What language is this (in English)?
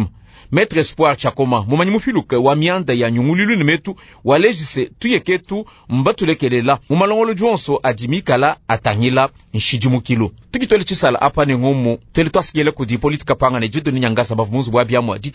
Luba-Lulua